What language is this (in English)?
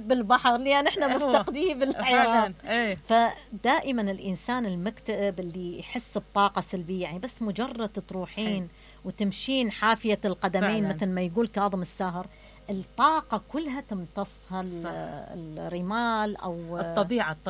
Mesopotamian Arabic